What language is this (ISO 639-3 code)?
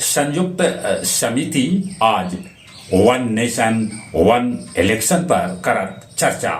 mag